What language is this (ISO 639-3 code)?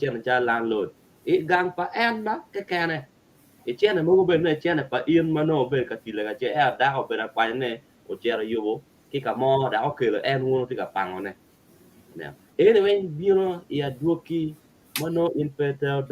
ach